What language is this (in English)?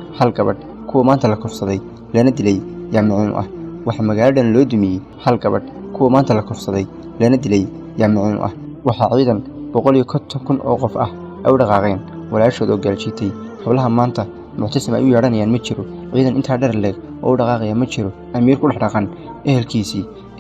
Somali